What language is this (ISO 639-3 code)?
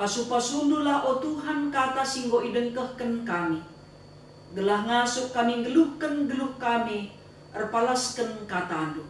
btx